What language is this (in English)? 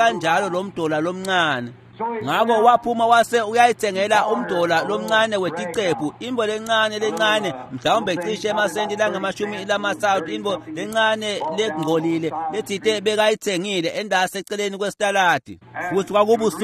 Swati